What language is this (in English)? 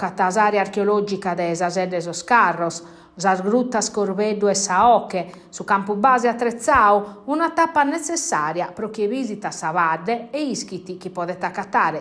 Sardinian